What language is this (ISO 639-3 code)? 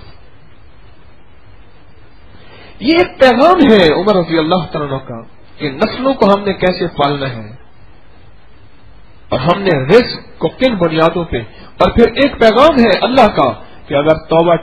urd